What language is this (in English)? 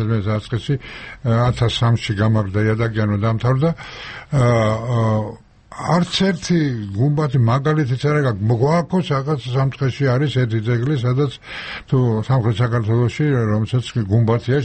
Georgian